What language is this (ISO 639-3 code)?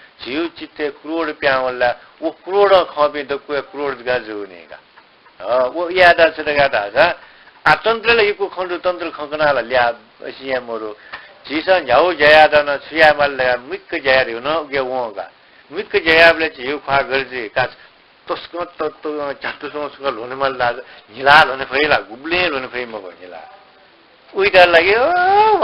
new